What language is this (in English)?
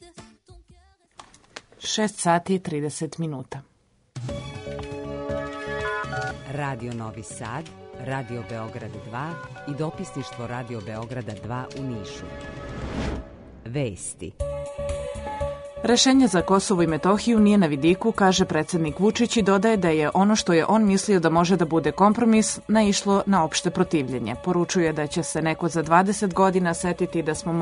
Serbian